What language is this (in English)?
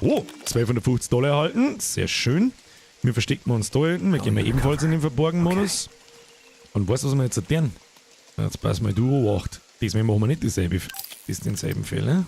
Bavarian